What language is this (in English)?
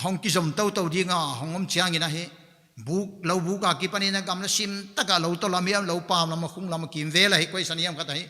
Paite Chin